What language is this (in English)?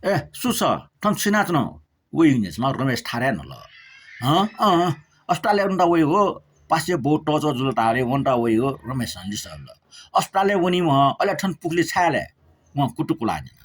Newari